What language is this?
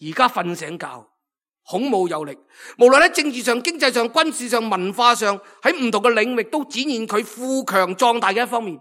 Cantonese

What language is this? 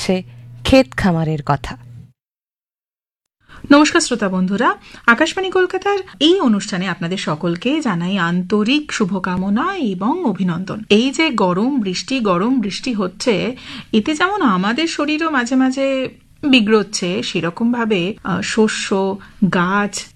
Bangla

